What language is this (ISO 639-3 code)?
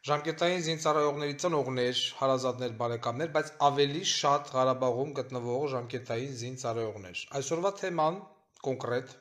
hye